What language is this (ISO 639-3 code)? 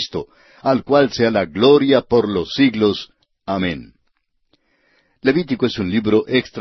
spa